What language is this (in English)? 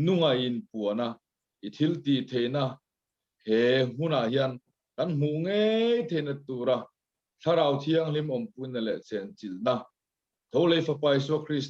Mizo